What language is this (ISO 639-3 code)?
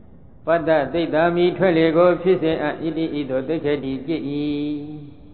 mya